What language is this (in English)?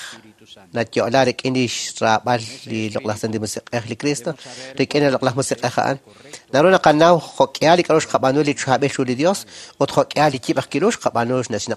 Kekchí